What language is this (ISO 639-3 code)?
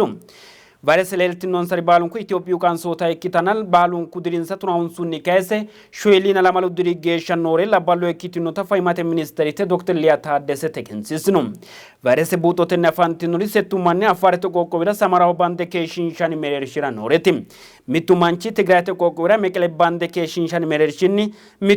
sid